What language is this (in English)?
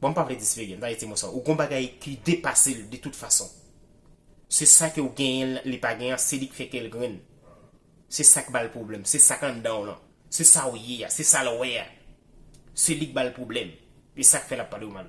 Haitian Creole